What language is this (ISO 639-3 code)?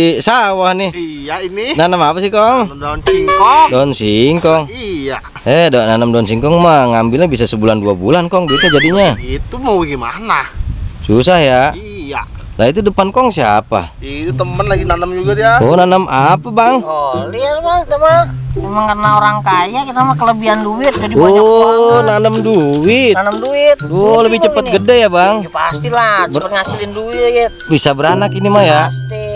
bew